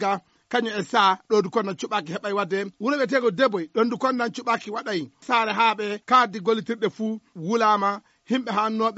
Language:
Fula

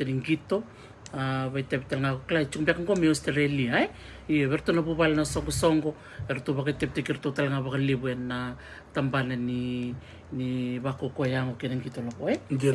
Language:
Fijian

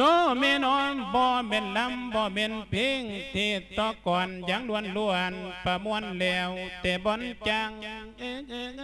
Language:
Lao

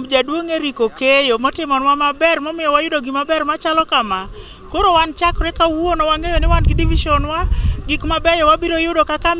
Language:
Luo (Kenya and Tanzania)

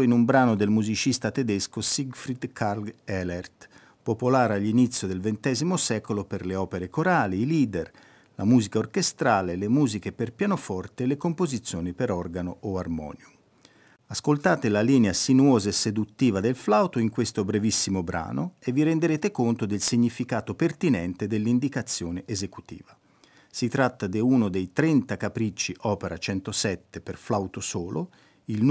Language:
Italian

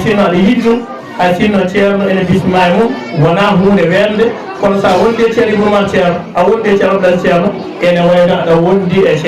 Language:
Fula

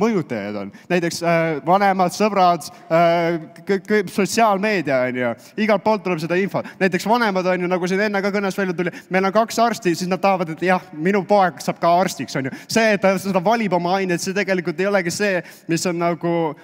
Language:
Estonian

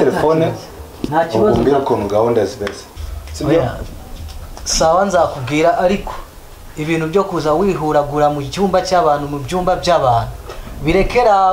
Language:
Kinyarwanda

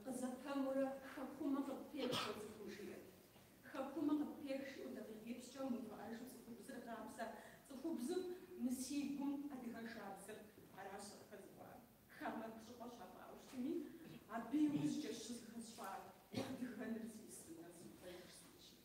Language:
Kabardian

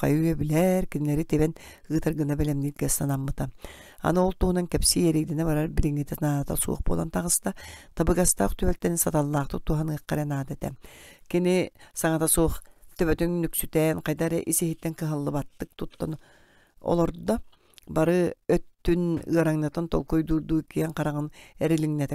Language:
Yakut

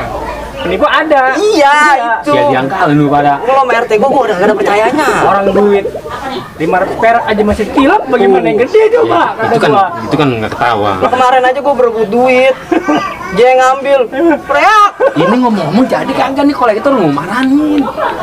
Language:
Betawi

